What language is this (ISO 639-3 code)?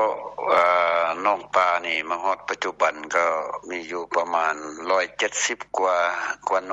lao